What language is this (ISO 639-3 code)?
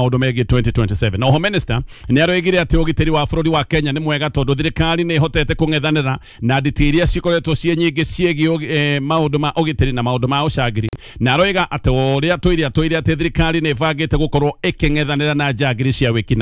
kik